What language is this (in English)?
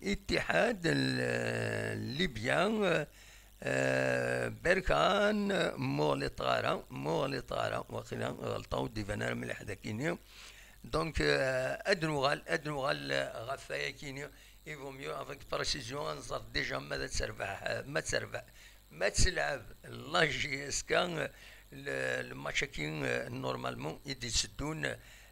Kabyle